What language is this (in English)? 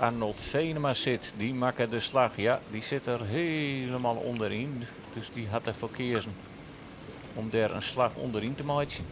Western Frisian